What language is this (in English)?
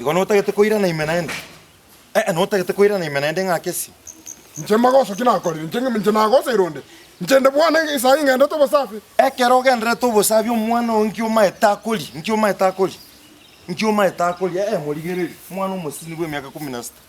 Gusii